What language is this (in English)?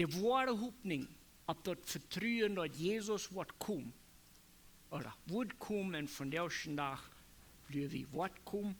Plautdietsch